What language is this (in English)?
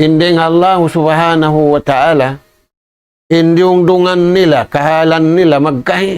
Tausug